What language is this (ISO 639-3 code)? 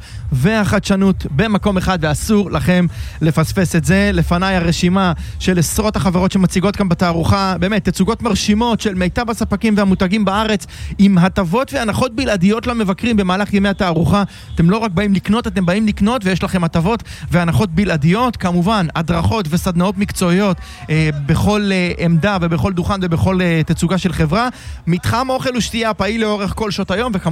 heb